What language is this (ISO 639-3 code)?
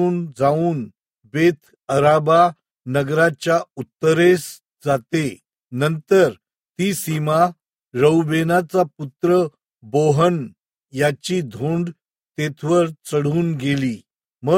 mar